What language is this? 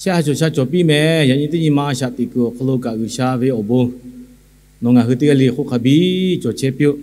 Lahu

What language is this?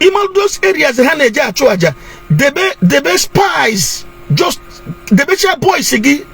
Igbo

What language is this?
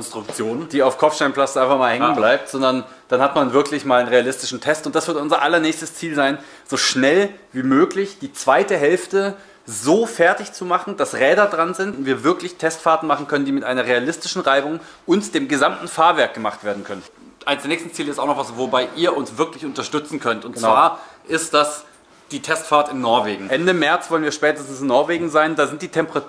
German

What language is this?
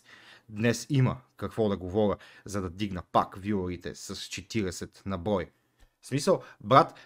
Bulgarian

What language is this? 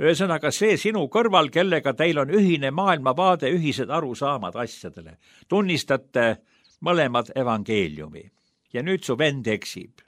Estonian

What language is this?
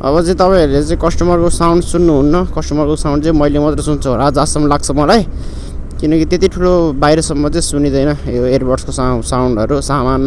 Nepali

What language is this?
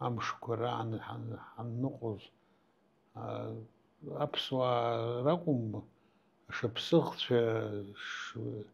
Abkhazian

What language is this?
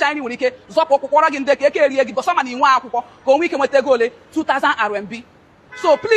Igbo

